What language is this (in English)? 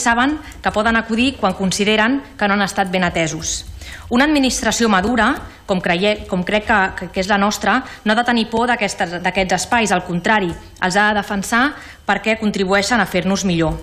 Catalan